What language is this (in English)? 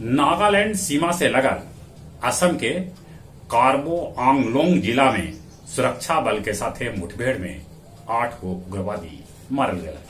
Magahi